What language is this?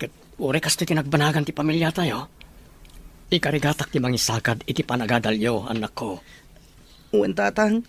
Iloko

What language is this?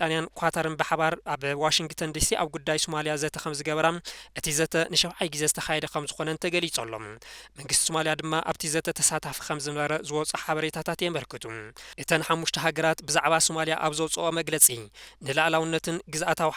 Tigrinya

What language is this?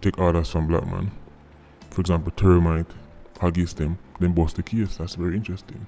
Jamaican Creole English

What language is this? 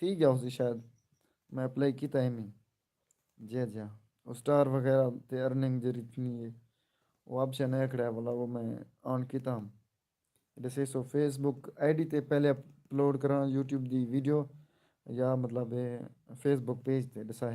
Saraiki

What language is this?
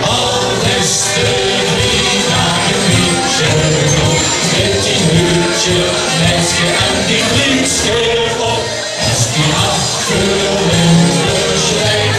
Limburgish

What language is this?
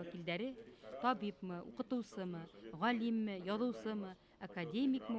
Bashkir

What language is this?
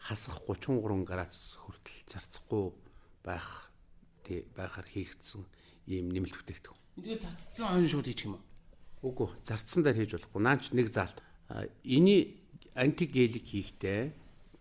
Mongolian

